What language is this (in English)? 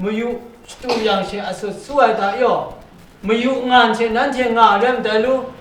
Kachin